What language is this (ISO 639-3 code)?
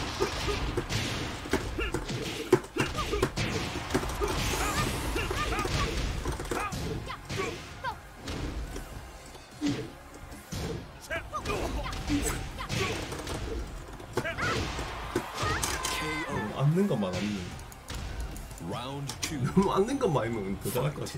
kor